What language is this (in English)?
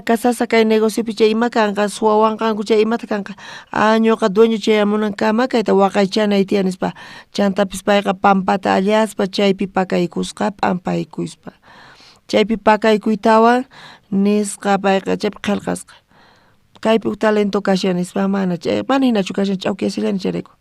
South Bolivian Quechua